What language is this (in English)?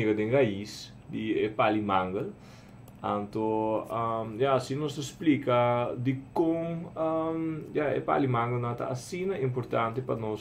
Papiamento